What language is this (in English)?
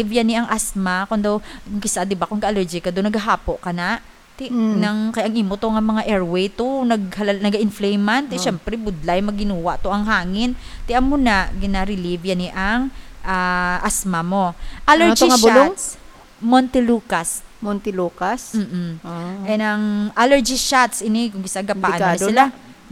Hiligaynon